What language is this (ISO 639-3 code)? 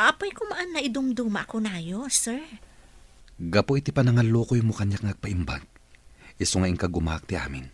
ilo